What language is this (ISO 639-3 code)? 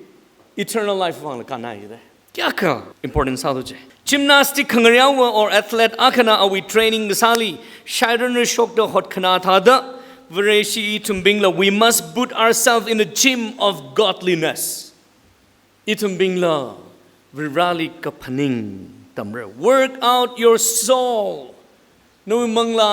nmf